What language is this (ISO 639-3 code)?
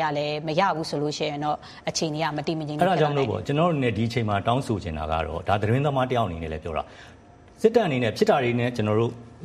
mya